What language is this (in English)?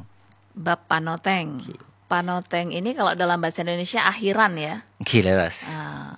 Madurese